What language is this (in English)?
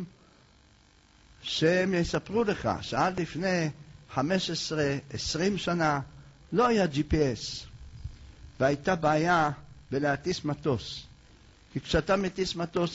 Hebrew